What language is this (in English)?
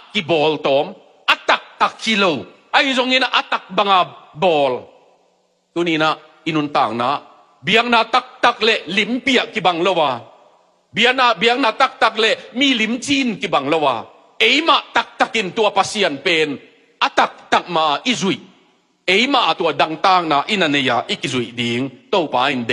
Tedim Chin